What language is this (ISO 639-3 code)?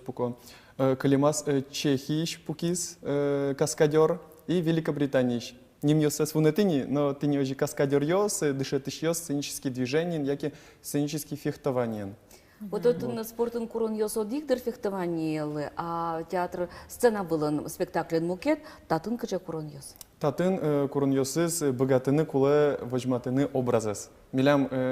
udm